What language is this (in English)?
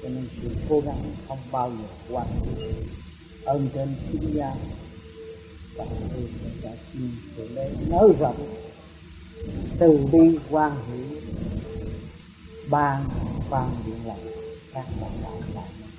Vietnamese